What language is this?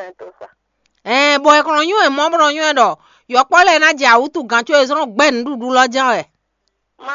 Fon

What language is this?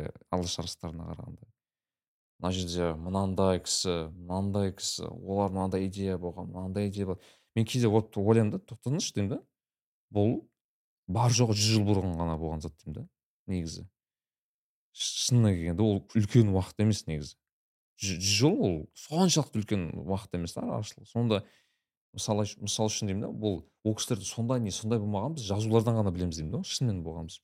Kazakh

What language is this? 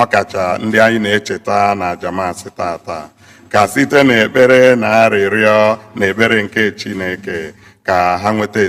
Igbo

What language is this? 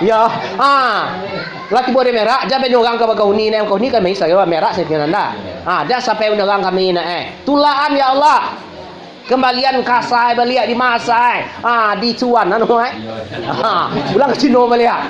Minangkabau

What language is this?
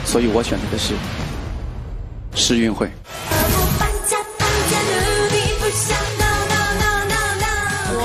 Chinese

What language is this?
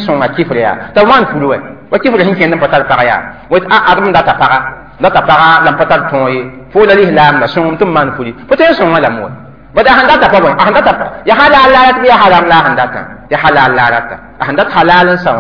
Mossi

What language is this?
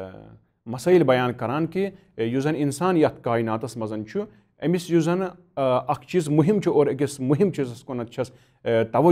Kashmiri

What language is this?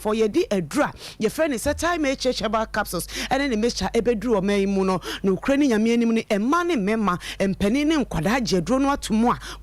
Akan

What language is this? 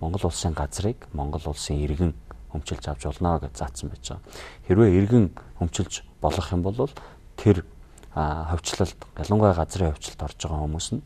Mongolian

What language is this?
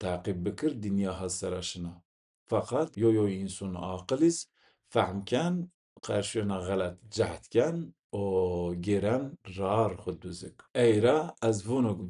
Zaza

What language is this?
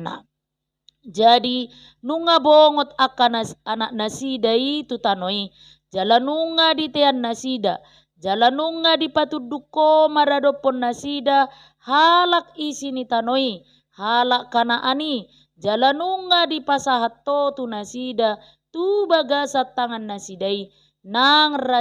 Batak Toba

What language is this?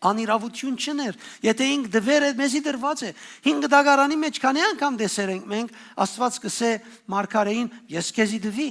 Western Armenian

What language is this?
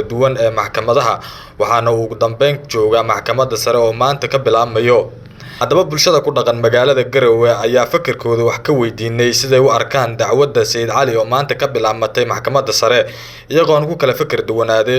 Somali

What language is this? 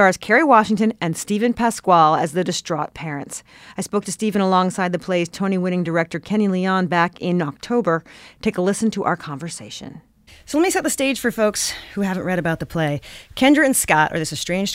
English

